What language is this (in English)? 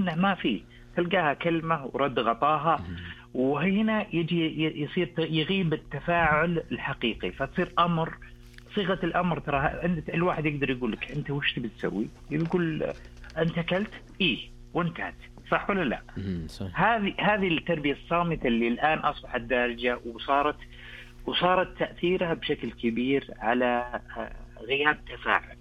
Najdi Arabic